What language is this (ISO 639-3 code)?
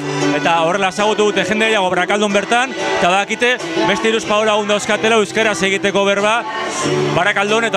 eus